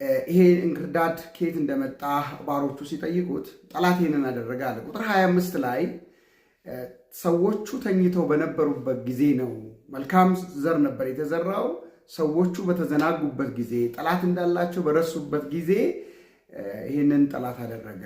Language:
Amharic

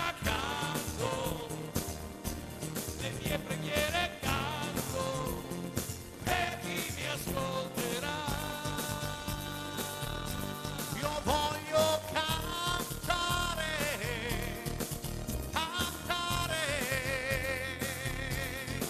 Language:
Italian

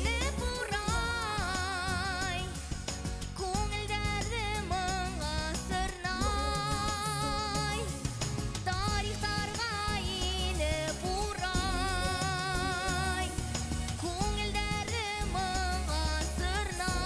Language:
Bashkir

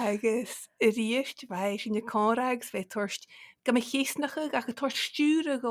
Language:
Scottish Gaelic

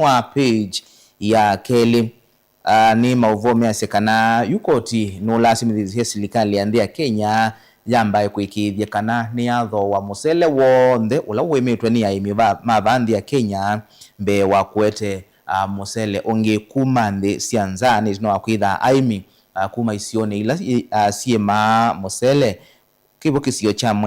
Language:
Kamba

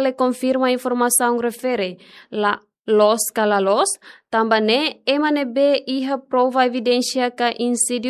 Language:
Tetum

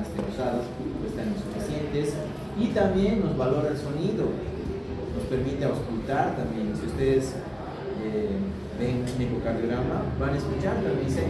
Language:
Spanish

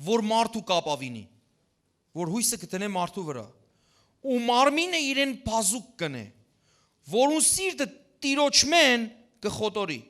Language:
Western Armenian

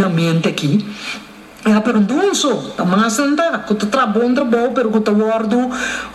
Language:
Papiamento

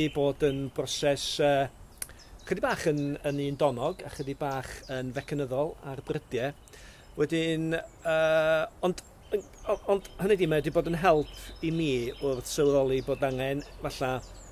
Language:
Welsh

